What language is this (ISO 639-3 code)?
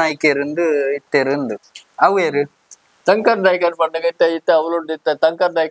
tcy